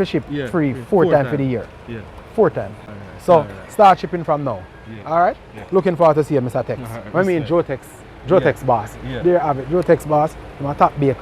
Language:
Jamaican Creole English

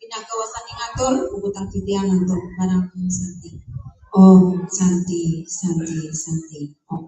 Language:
Balinese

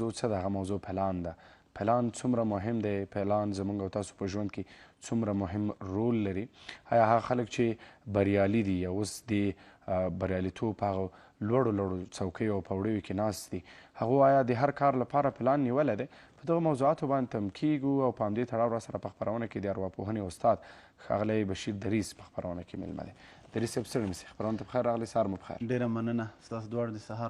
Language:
Pashto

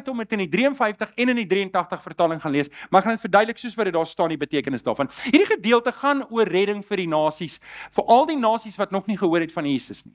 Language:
Afrikaans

